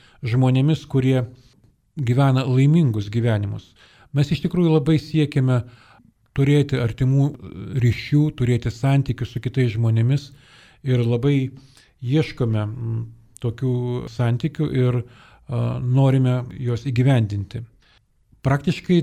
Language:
Lithuanian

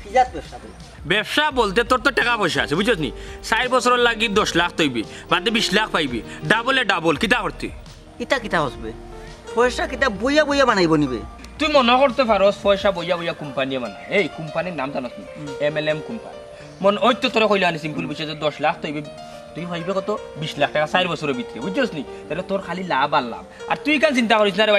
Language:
Sylheti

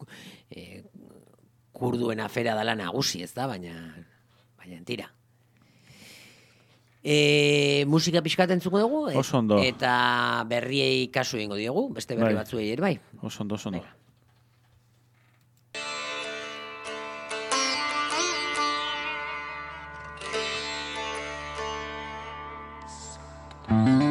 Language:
Basque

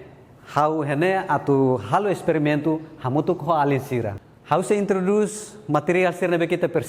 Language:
Tetum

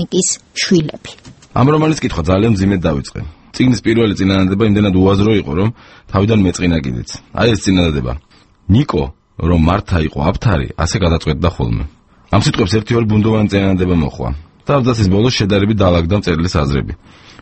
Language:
Georgian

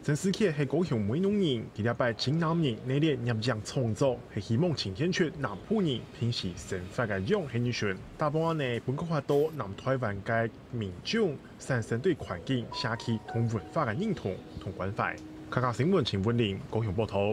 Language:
Hakka Chinese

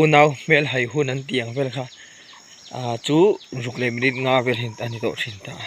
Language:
Mizo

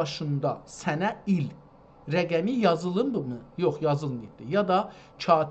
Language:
South Azerbaijani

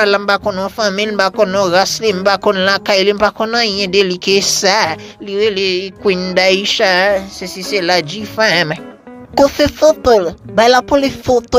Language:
Haitian Creole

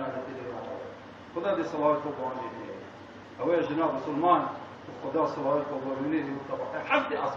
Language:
Kurdish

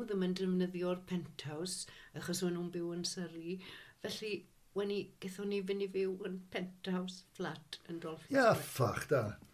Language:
Welsh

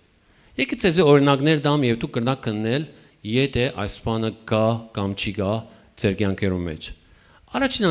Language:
Western Armenian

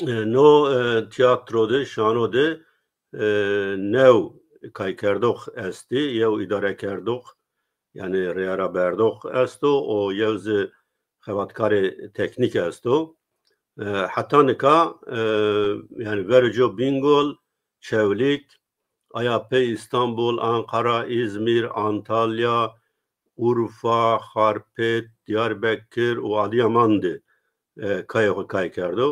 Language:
Zaza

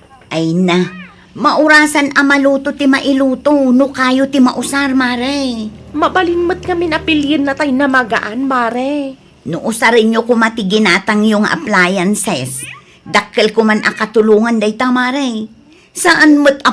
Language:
Iloko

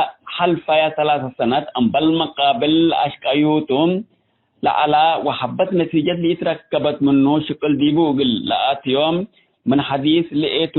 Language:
Tigre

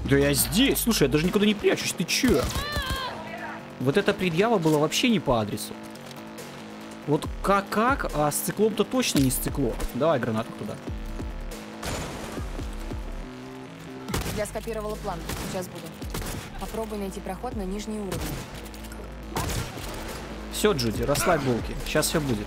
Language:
Russian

